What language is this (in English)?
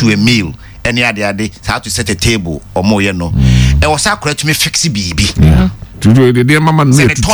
Akan